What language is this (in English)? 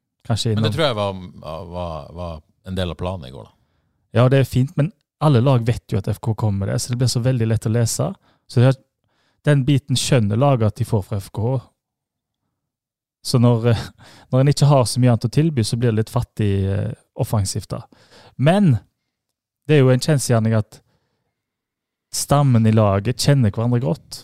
Norwegian